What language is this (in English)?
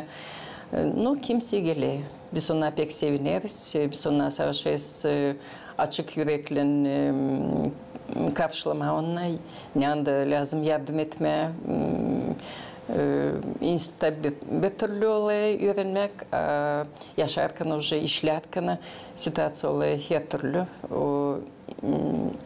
Gagauz